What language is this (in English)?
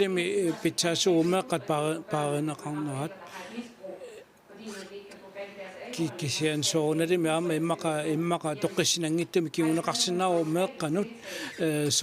Kalaallisut